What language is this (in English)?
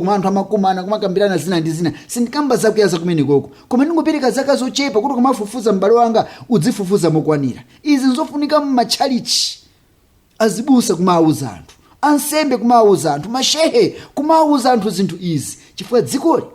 Nyanja